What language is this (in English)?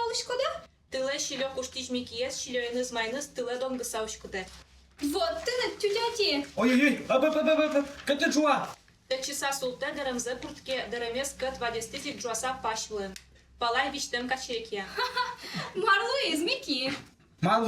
Udmurt